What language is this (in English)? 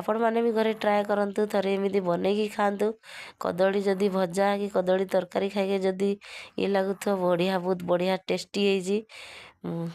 Odia